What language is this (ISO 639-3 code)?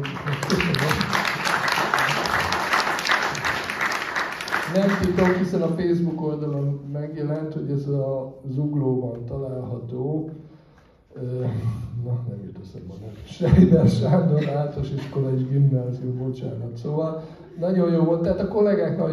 hun